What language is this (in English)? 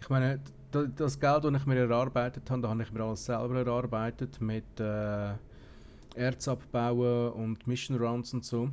Swiss German